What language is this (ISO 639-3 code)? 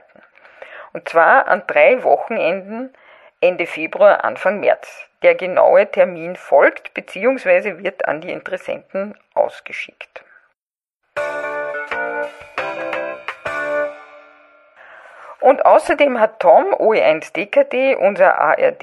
deu